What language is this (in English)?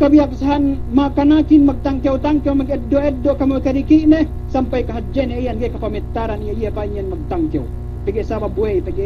Yakan